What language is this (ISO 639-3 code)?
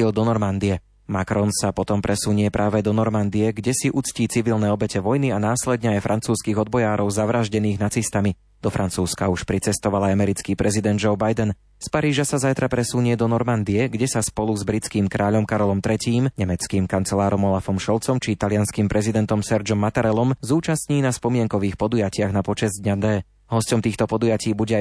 slk